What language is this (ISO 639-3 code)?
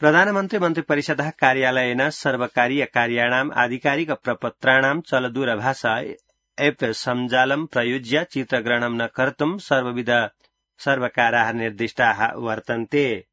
san